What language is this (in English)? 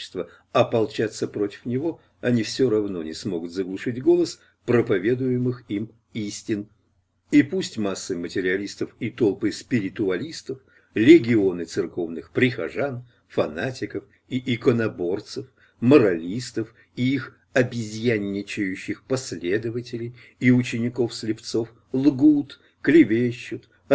Russian